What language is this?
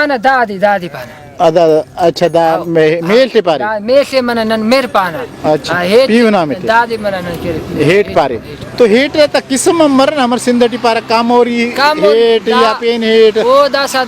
Brahui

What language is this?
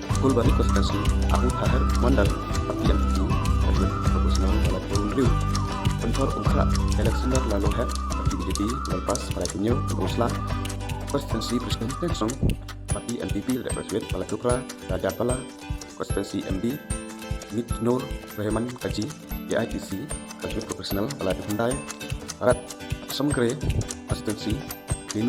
Khasi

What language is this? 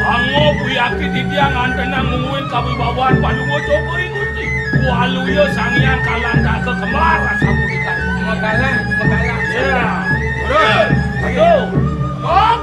Balinese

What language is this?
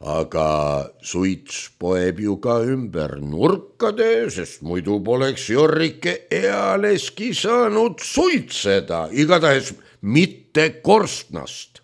Estonian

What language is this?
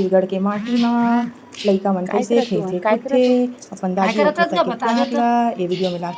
Chhattisgarhi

